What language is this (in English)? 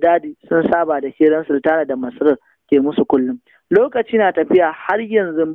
Hausa